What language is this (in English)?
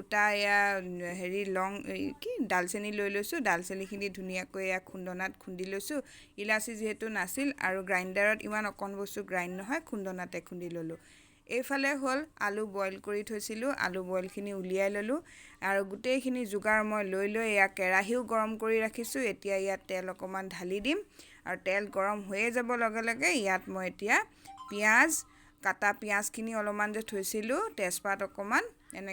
Assamese